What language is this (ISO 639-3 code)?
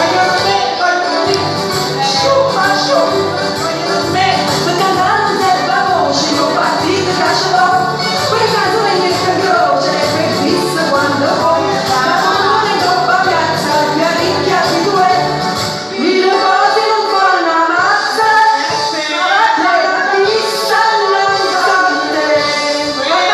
nap